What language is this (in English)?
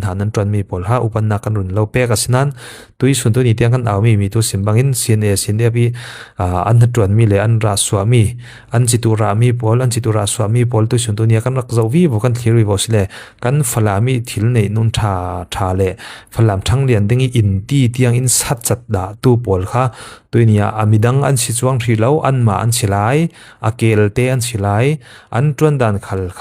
Falam Chin